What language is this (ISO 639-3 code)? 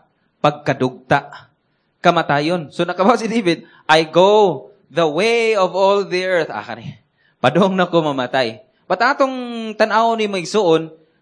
ceb